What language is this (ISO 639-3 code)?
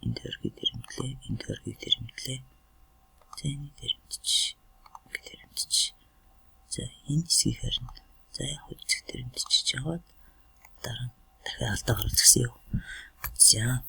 mon